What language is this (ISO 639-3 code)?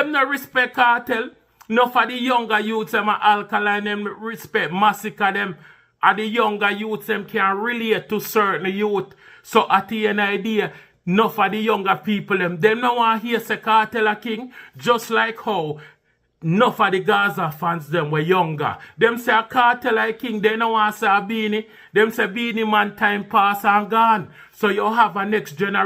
jam